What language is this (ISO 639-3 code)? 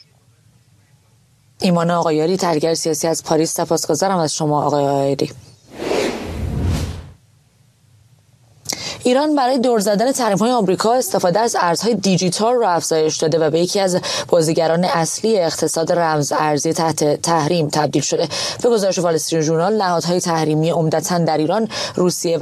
fas